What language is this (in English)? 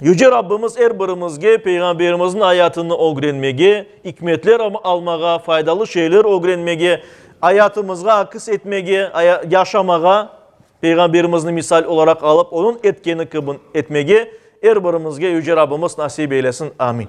Crimean Tatar